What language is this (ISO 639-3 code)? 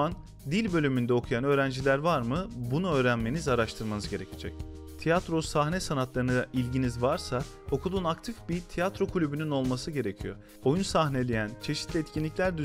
tur